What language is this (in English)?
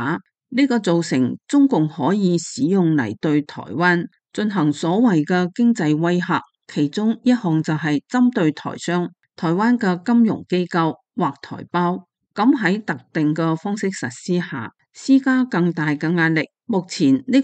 Cantonese